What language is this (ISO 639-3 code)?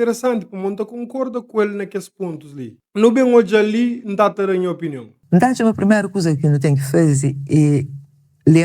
kea